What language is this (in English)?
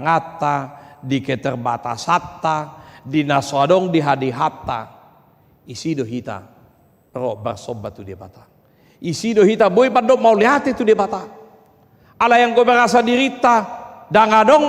Batak Toba